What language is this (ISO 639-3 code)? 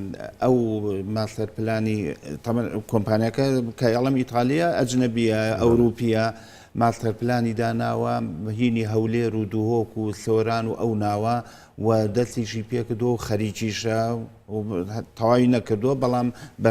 ckb